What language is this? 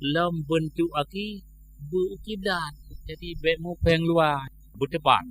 Achinese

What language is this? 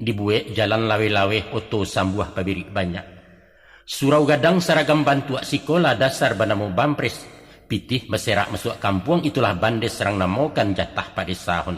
Minangkabau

